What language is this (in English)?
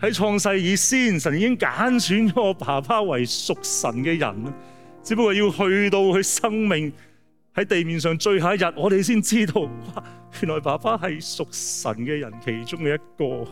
Cantonese